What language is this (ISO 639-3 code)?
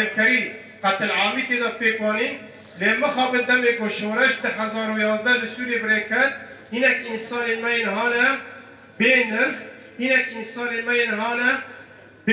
kur